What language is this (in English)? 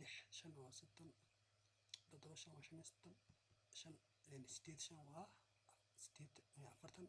Somali